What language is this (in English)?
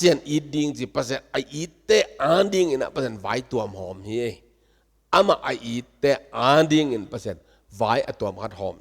Tedim Chin